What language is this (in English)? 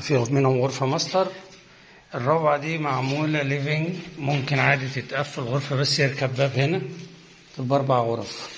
Egyptian Arabic